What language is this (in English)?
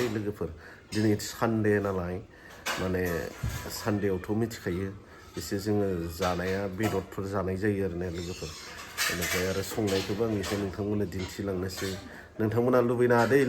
Bodo